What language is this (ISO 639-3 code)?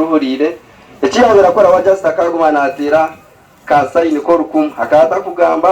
nyn